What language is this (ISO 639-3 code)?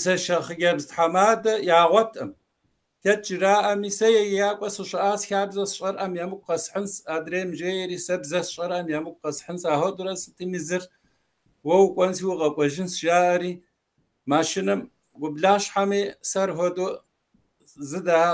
kbd